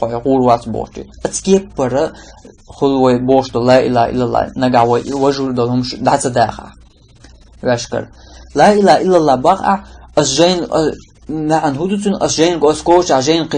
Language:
Chechen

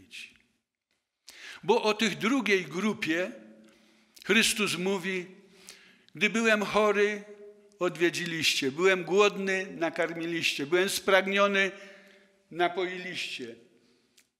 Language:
Polish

